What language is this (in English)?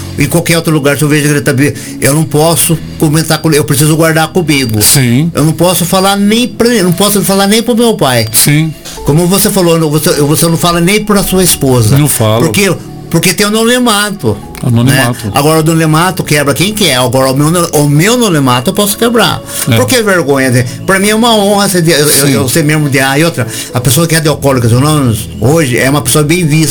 Portuguese